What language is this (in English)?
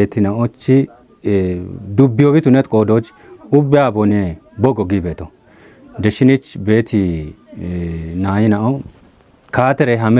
Kafa